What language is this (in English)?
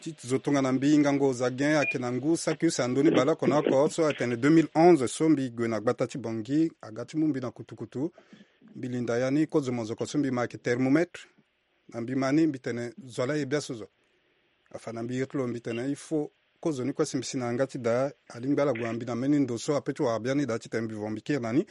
Sango